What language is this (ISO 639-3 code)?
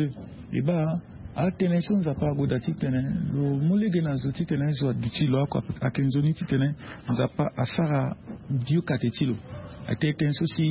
sag